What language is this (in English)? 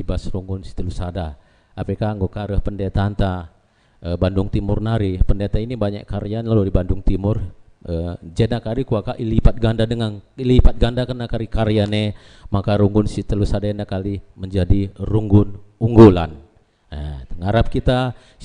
Batak Karo